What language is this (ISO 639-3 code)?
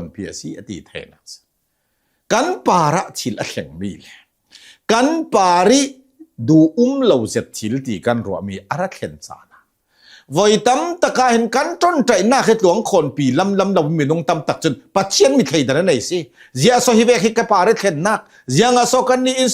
cnh